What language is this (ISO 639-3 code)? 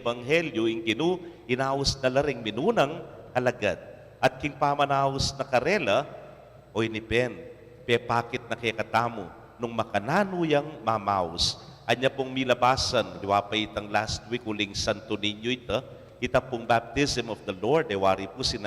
pam